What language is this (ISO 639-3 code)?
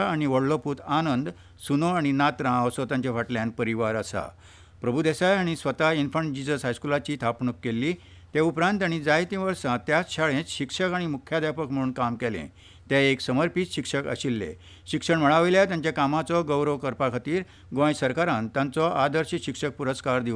kok